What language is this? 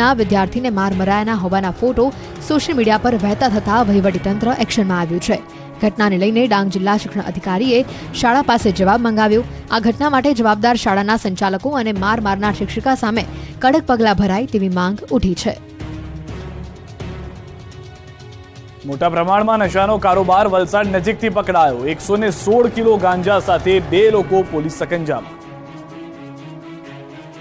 Gujarati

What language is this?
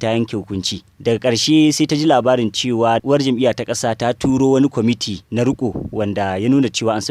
Hausa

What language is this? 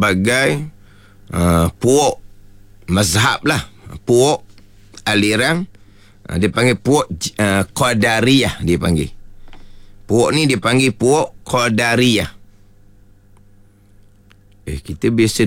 Malay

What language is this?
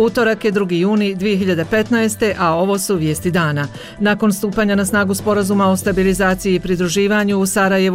Bosnian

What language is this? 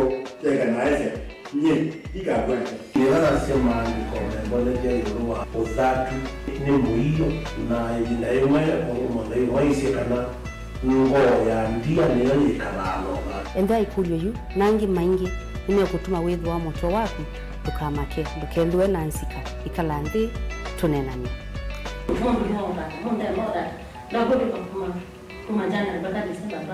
Kamba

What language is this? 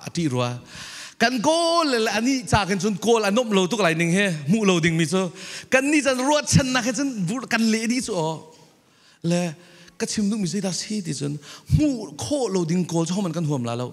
Falam Chin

